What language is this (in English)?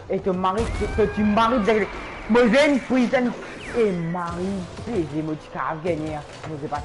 Morisyen